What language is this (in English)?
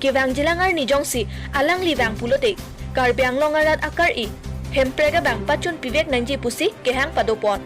Karbi